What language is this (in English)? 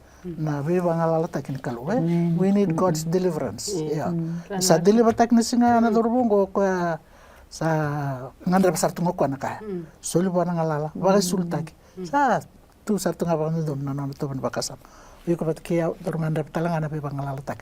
Fijian